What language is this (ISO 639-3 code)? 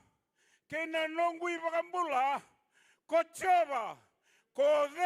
fij